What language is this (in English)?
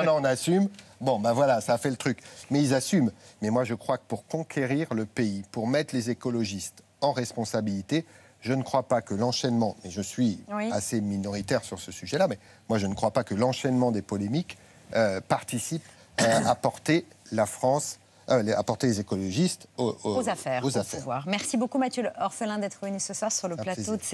French